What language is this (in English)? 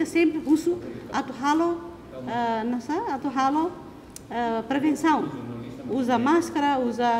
Tetum